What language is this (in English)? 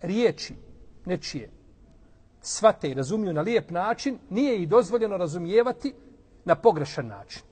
Bosnian